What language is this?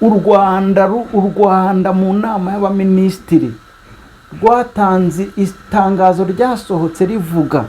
Kinyarwanda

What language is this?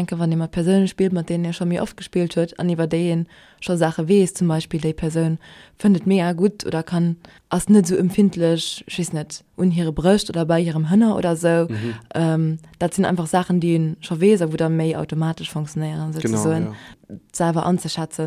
Luxembourgish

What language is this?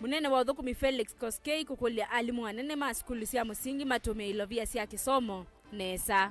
Kamba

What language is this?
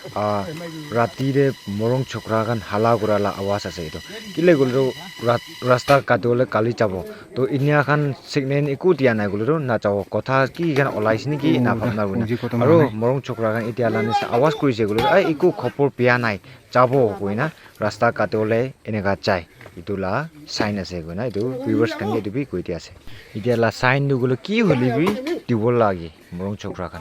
Naga Pidgin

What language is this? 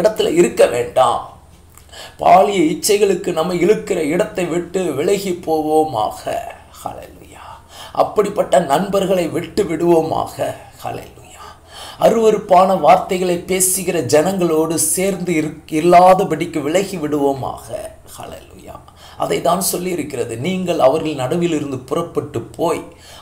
Tamil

